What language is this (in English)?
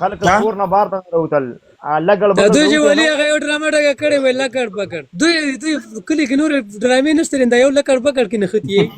Pashto